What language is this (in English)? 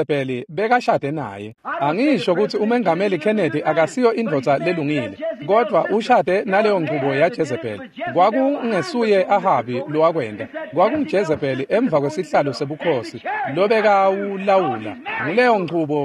Swati